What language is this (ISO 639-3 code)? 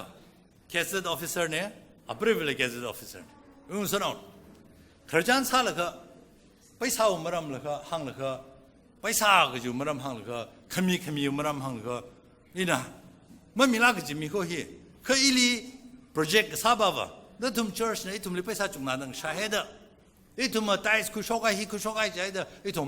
nmf